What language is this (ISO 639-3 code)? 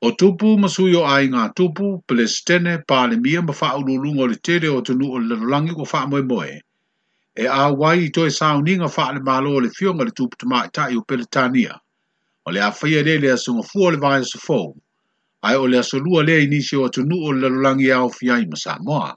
smo